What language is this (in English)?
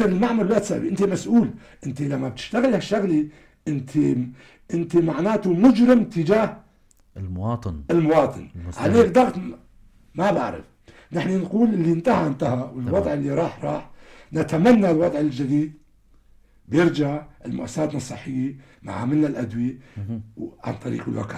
North Levantine Arabic